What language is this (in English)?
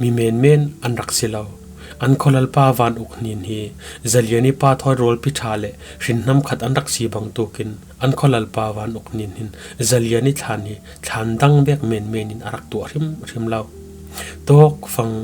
Falam Chin